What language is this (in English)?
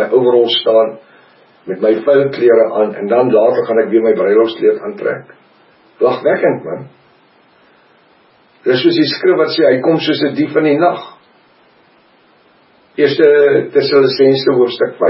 Afrikaans